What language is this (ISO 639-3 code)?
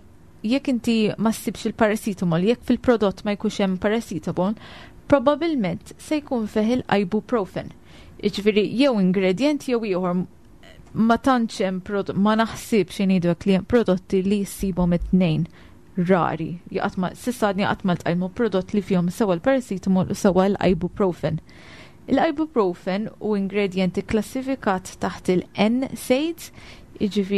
mlt